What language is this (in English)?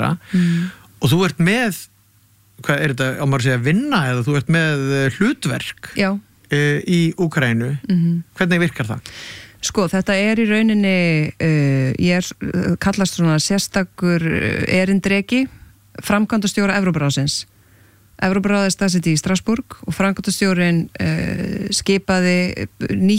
Icelandic